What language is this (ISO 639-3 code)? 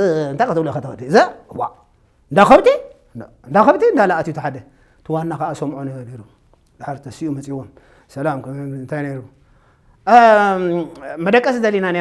tir